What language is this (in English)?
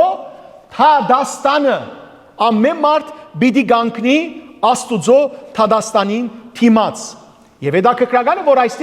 Western Armenian